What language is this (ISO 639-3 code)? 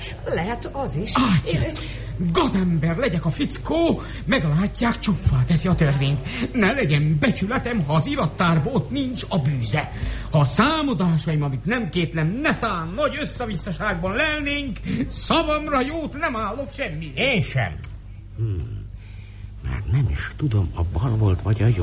hun